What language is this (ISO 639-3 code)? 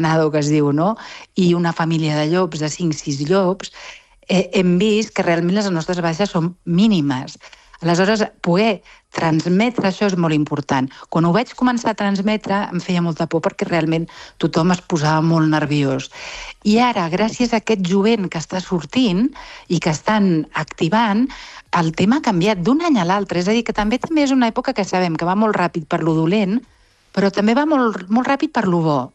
cat